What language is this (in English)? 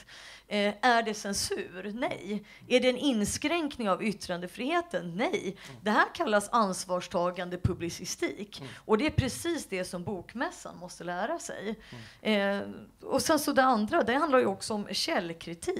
Swedish